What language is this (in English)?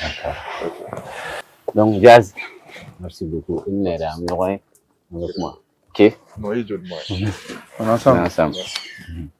Bambara